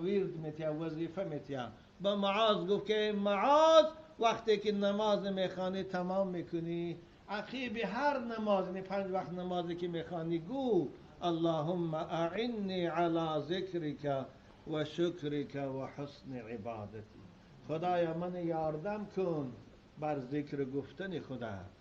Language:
Tajik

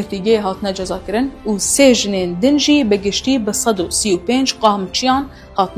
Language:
Kurdish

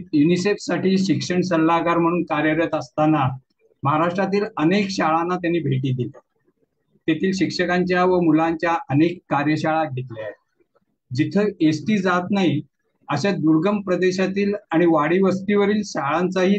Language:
Marathi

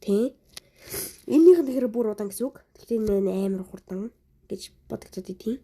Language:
Mongolian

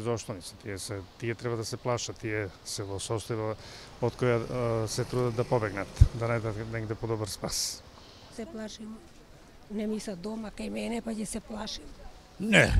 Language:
Macedonian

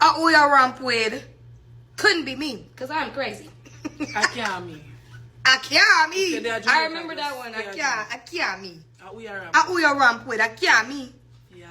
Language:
Jamaican Creole English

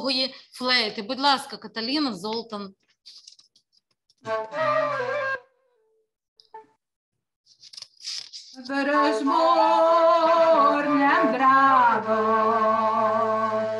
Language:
Ukrainian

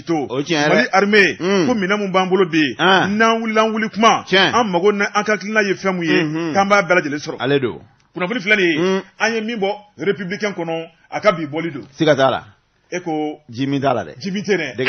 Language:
Bambara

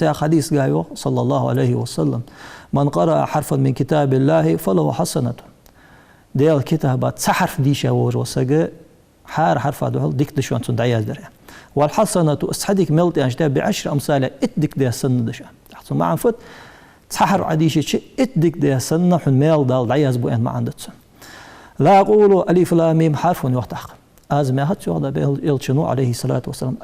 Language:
Ingush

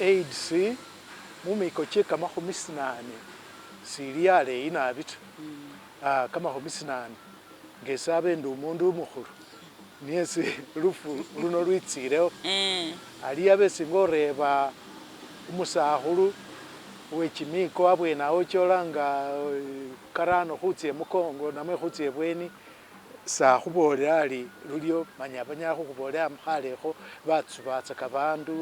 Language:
Masaaba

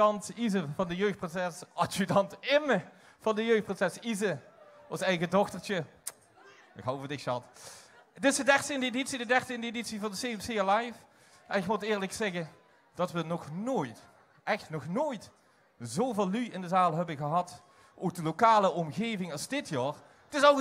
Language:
Limburgish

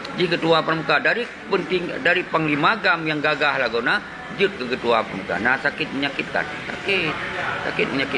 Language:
Achinese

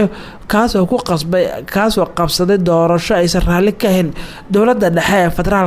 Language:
Somali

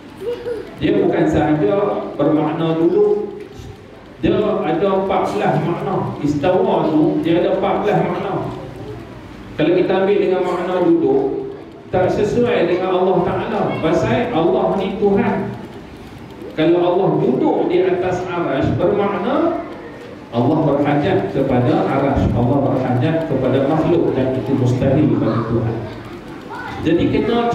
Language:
Malay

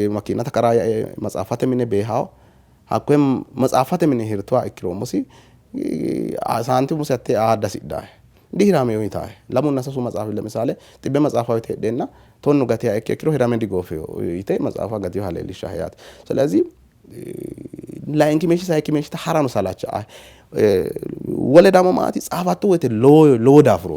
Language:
Sidamo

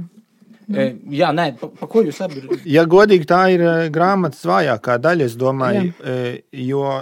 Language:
Latvian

